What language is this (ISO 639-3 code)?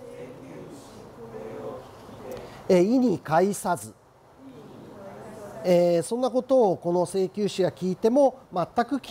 jpn